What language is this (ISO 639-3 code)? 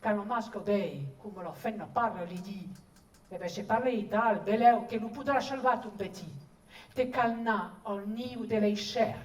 oci